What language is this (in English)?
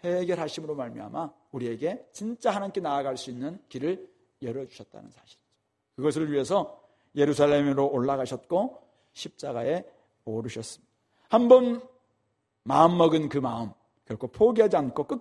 Korean